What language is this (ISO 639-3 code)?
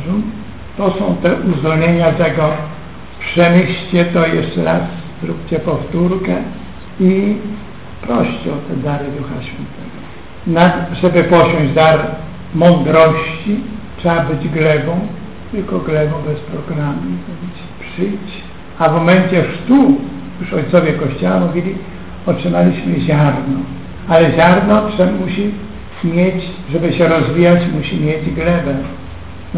pol